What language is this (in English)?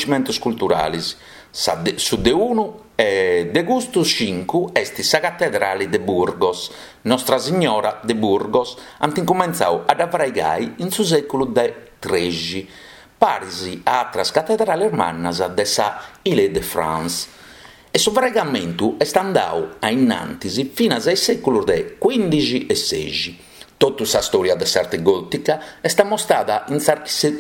Sardinian